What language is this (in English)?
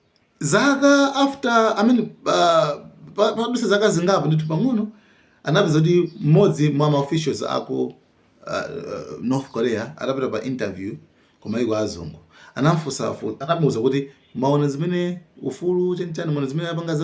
Nyanja